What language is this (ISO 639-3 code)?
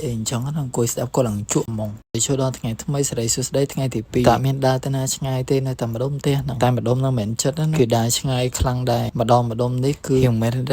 khm